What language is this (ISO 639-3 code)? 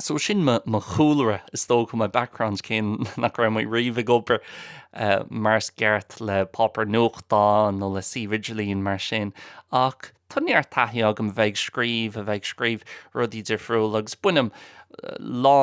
gle